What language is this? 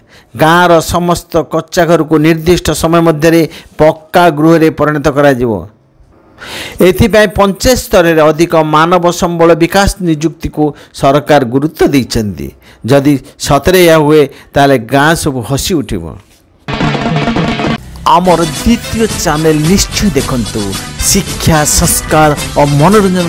Odia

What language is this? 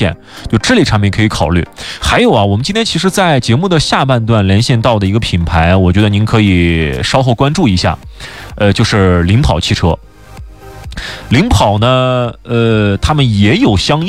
Chinese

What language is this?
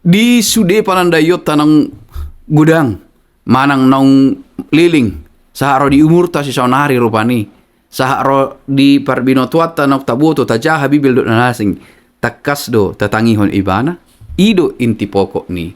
Batak Toba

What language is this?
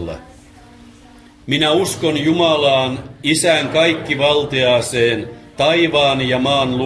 Finnish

